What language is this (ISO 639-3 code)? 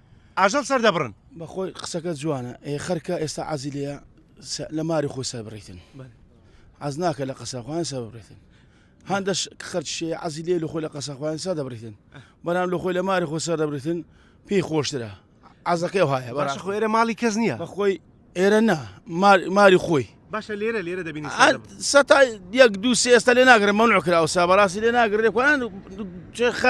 ckb